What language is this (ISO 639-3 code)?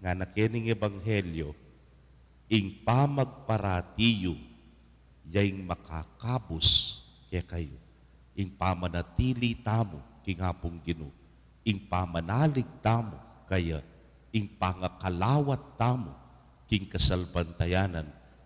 pam